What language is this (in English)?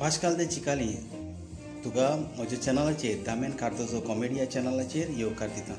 Konkani